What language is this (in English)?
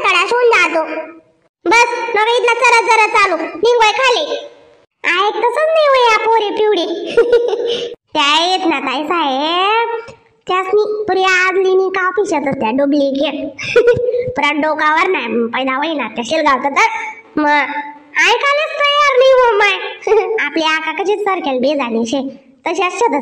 Khandesi